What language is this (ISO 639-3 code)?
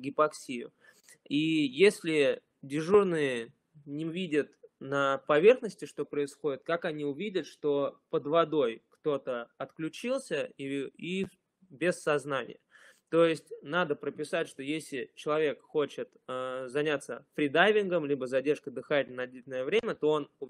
rus